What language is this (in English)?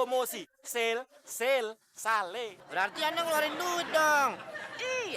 Betawi